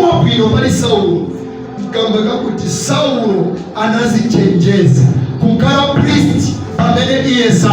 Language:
Nyanja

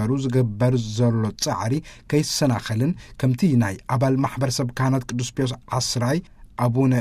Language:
Tigrinya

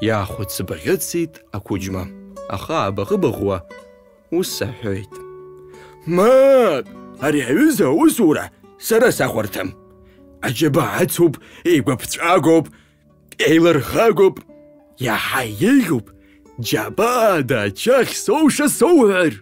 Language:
Abkhazian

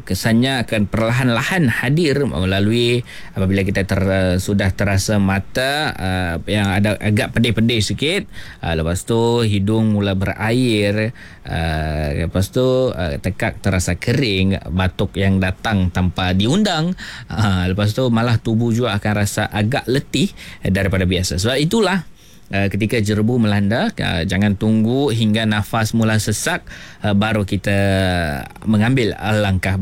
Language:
Malay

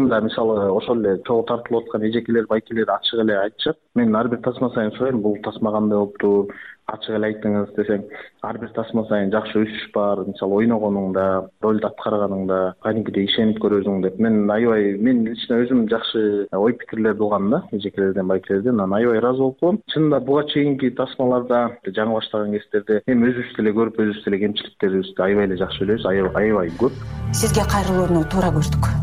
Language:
Kyrgyz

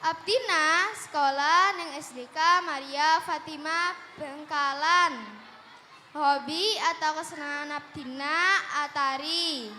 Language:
Madurese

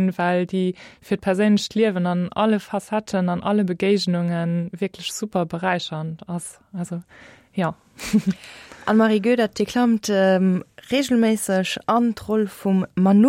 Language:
Luxembourgish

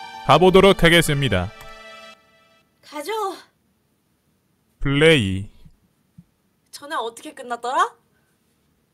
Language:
Korean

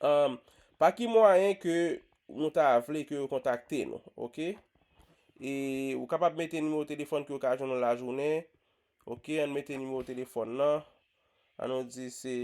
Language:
Haitian Creole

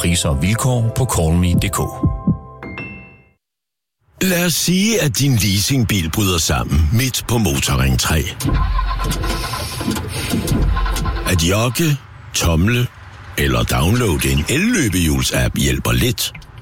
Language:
Danish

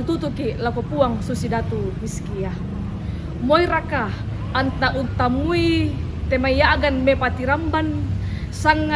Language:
Toraja-Sa'dan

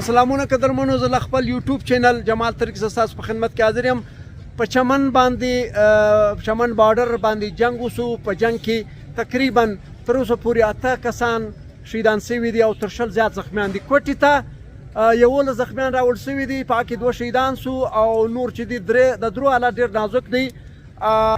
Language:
Pashto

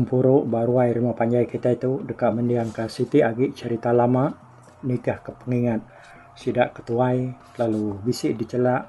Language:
Iban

